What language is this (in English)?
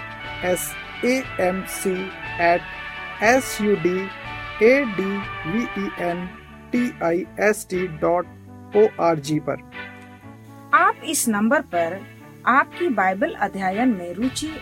Hindi